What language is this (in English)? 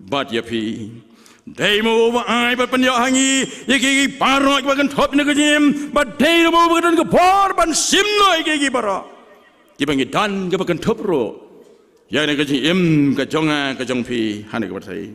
Khasi